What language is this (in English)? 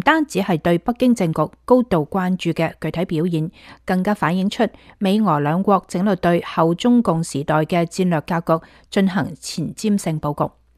Cantonese